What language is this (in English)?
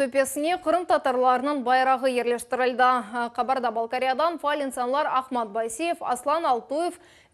Crimean Tatar